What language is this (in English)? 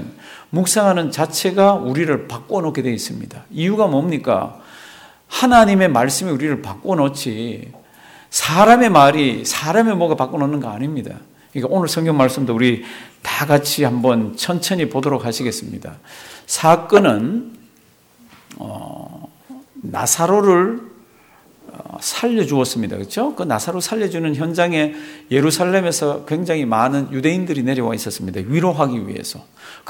Korean